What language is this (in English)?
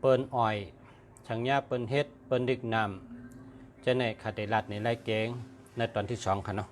Shan